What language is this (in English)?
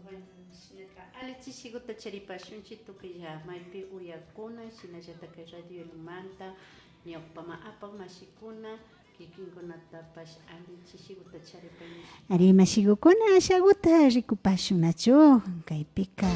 Imbabura Highland Quichua